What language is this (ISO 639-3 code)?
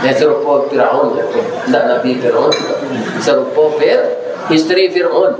min